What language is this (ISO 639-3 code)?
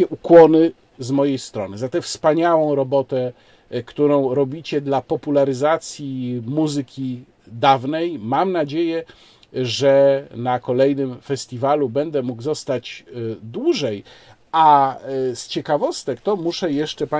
pol